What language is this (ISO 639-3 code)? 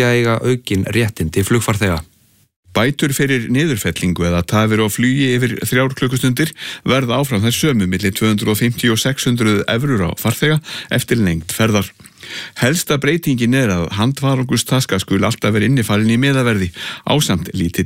isl